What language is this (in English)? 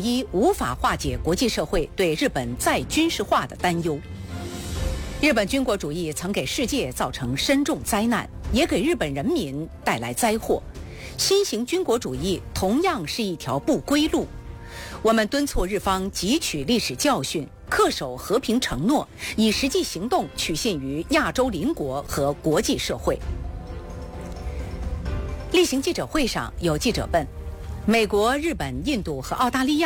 Chinese